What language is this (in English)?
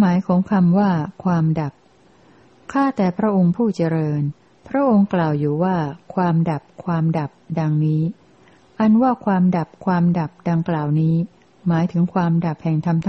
Thai